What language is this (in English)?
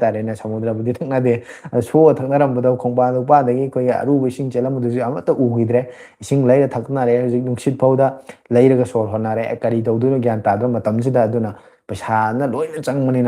Manipuri